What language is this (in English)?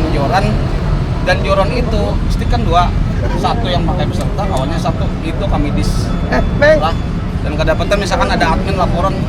Banjar